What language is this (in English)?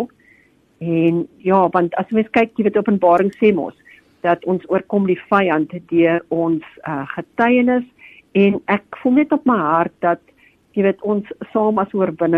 Afrikaans